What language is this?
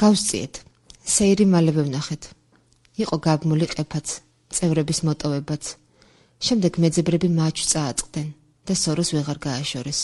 Georgian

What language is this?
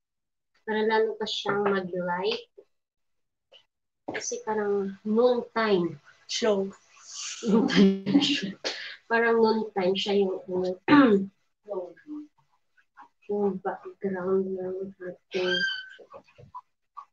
Filipino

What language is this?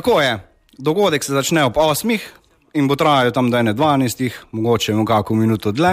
Slovenian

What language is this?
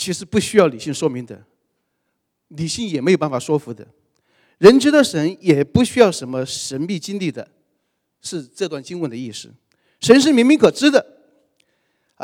Chinese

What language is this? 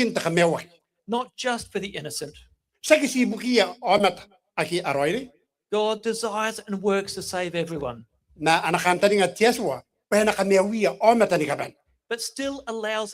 Gilbertese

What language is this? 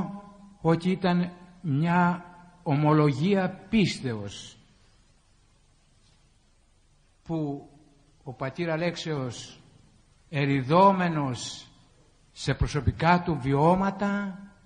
Greek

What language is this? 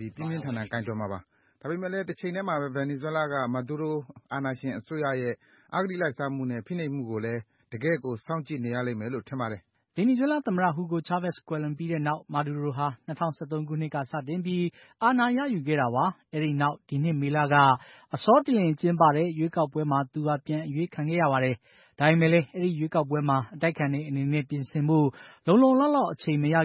Burmese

